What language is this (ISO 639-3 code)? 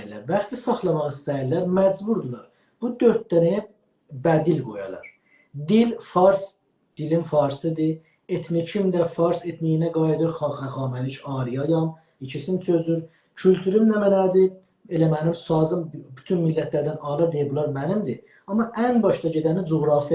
azb